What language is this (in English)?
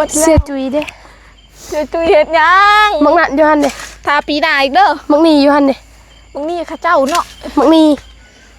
Lao